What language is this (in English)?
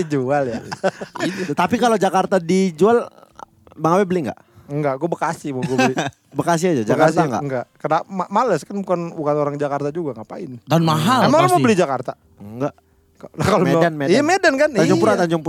Indonesian